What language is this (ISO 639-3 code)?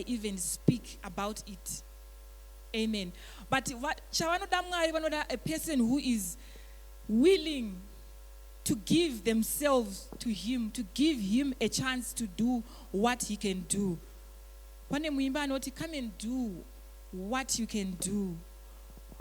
sna